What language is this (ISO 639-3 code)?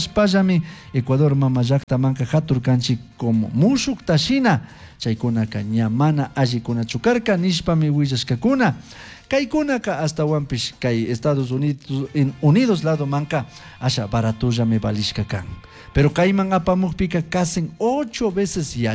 qug